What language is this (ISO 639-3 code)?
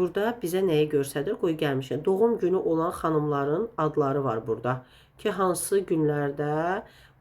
aze